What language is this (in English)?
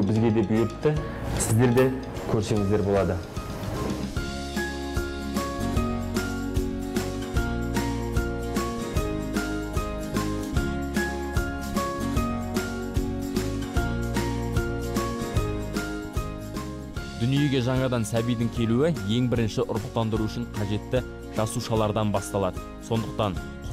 Kazakh